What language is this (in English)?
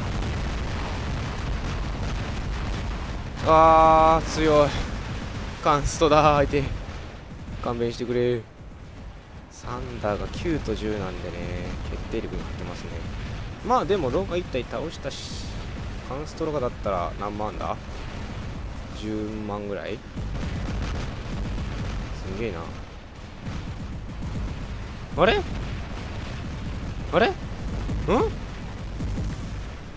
Japanese